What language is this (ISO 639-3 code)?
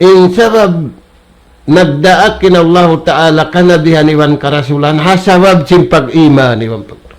tsg